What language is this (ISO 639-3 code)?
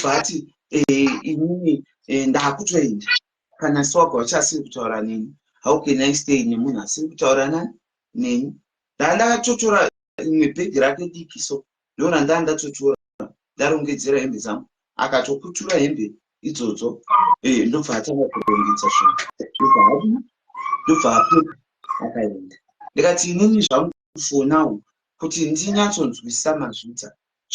sna